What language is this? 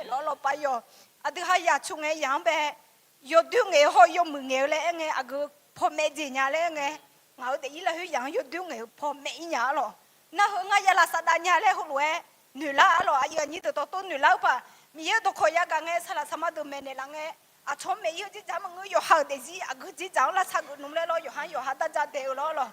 Akha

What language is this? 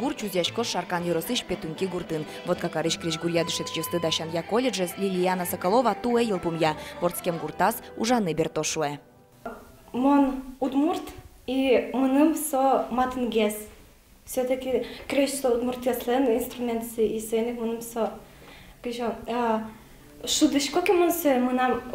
Udmurt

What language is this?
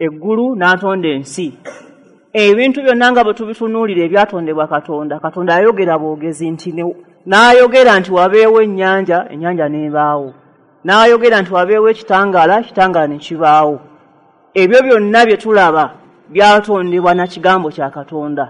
Ganda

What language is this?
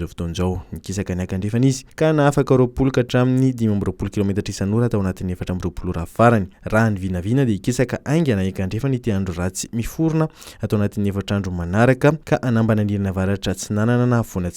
Malagasy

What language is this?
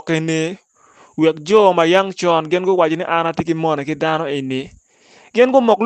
Acoli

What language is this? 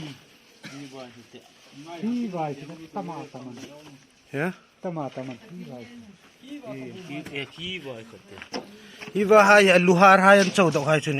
Hmar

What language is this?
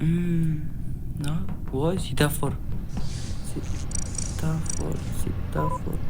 Uzbek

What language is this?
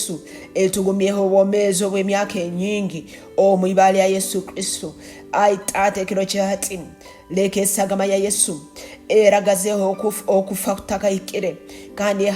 Tooro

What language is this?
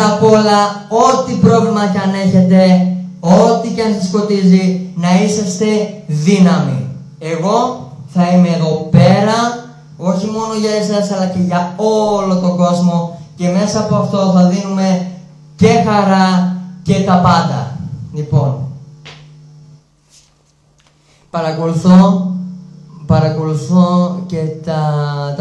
Greek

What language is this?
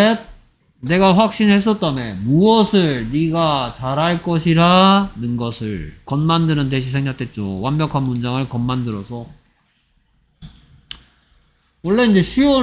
Korean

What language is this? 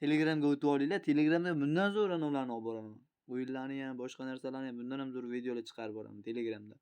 Uzbek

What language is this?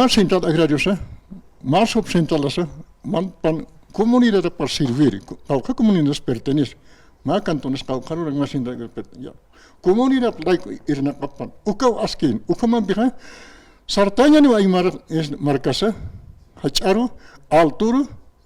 Aymara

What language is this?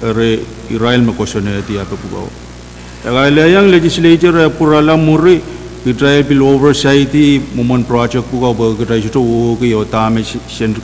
Pohnpeian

